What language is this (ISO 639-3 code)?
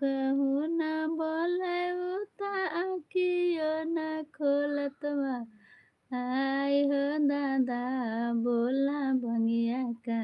mai